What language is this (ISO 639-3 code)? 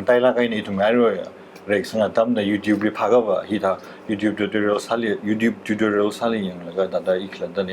nmf